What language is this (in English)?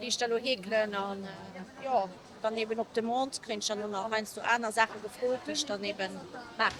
Luxembourgish